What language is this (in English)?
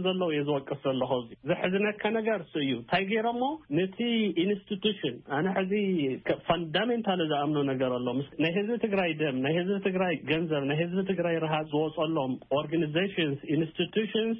Tigrinya